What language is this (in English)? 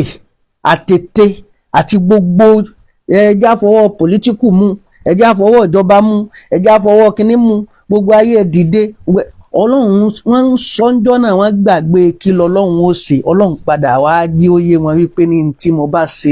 Yoruba